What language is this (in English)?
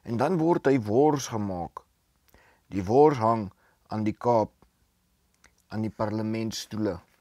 Afrikaans